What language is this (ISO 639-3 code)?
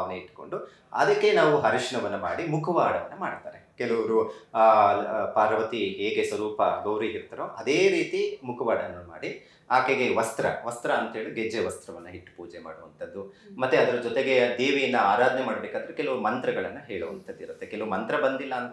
kan